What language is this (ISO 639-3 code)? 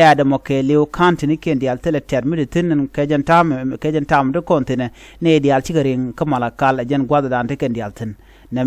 nus